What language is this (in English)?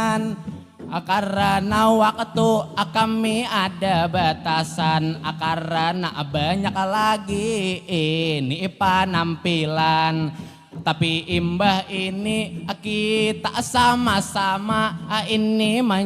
Banjar